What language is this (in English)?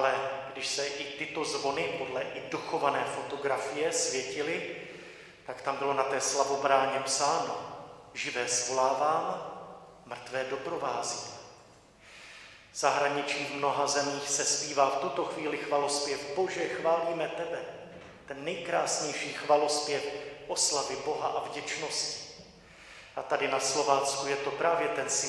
Czech